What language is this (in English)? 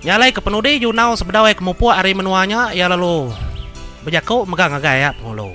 Iban